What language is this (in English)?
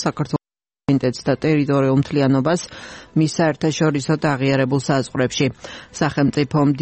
Georgian